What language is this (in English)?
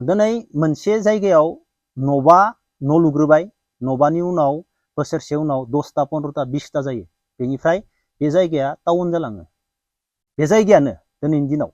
Bodo